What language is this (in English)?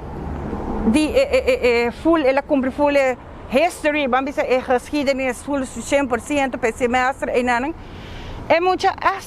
Papiamento